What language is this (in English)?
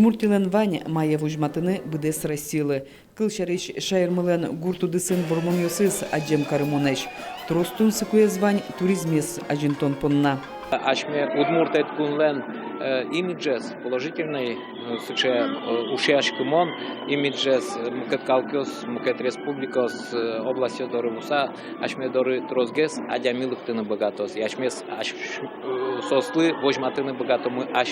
Udmurt